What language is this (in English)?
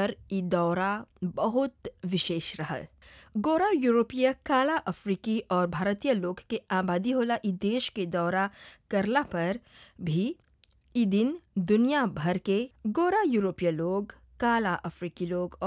Bhojpuri